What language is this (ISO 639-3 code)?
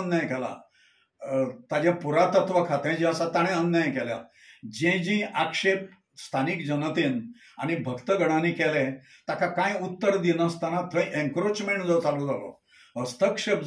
kok